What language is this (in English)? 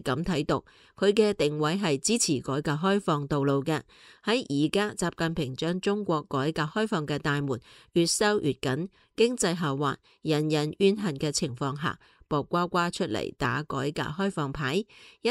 Cantonese